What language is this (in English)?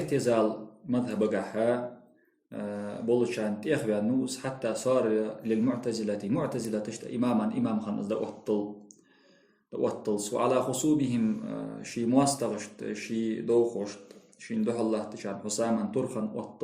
Ingush